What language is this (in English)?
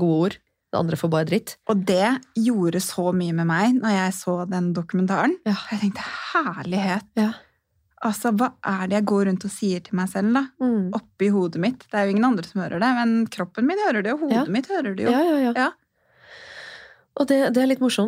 Norwegian